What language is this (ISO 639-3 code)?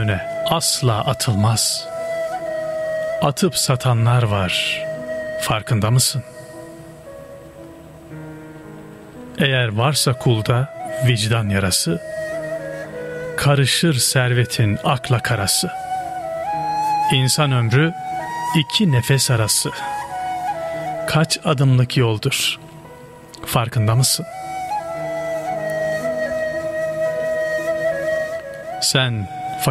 tur